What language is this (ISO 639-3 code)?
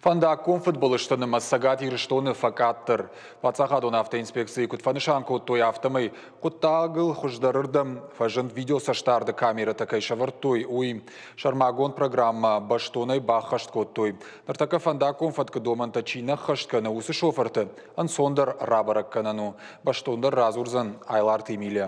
oss